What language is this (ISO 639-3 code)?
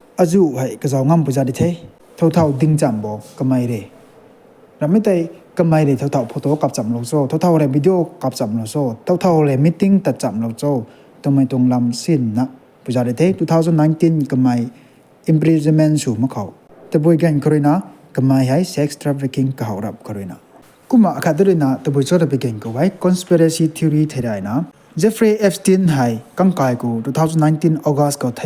nbu